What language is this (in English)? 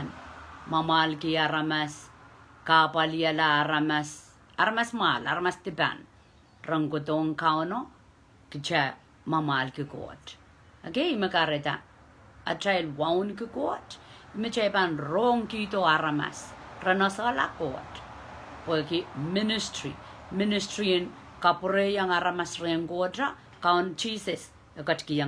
Pohnpeian